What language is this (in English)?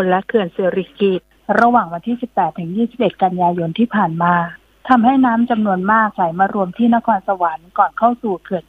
Thai